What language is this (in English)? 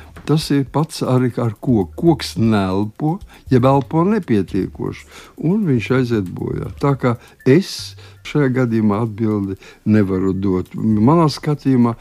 Latvian